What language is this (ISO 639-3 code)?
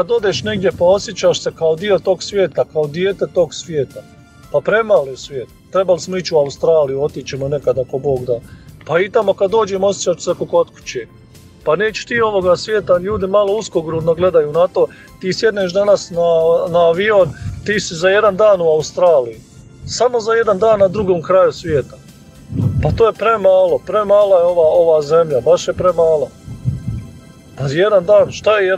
hrv